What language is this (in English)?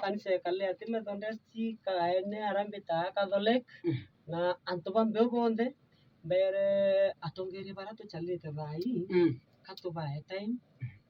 Meru